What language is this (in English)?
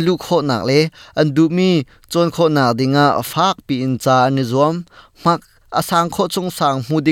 Hakha Chin